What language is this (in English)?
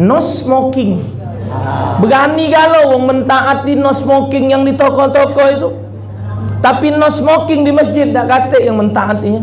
Musi